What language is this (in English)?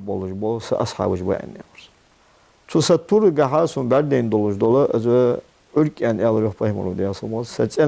Ingush